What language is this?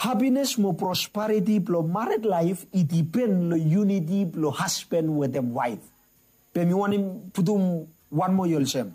Bislama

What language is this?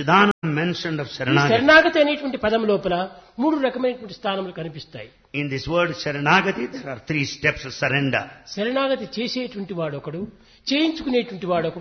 Telugu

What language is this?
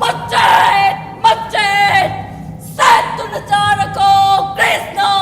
Manipuri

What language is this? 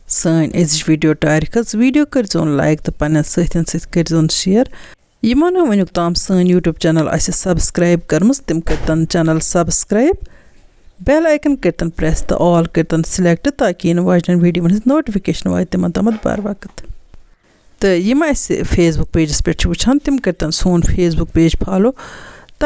Kashmiri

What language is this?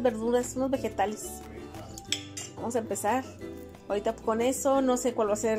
Spanish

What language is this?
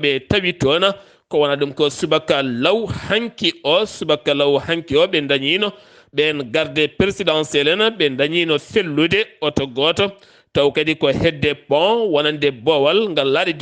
Fula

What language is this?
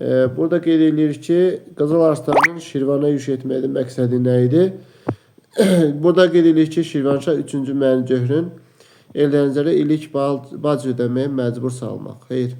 Azerbaijani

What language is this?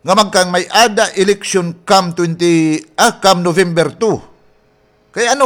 Waray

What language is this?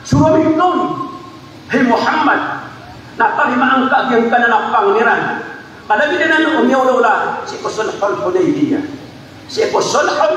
Maranao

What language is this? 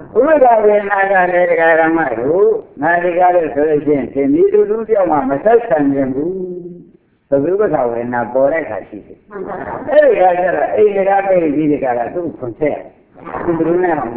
Burmese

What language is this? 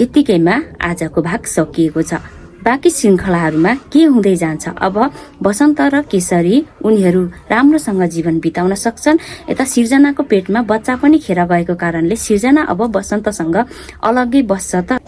Nepali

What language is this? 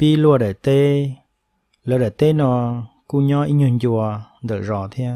Hmong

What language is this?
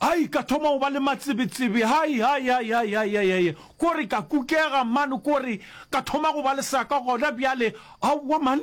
Northern Sotho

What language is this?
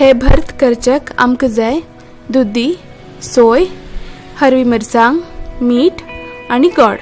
Konkani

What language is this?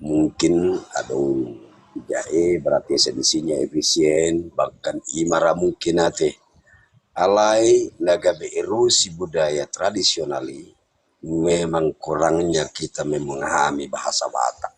Batak Toba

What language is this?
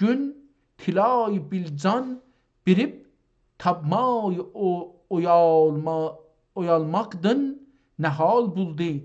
South Azerbaijani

